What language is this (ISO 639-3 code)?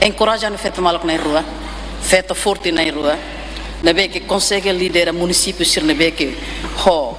tet